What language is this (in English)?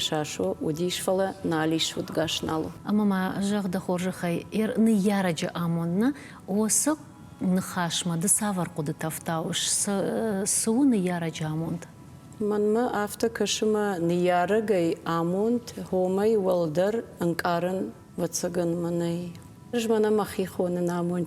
Ossetic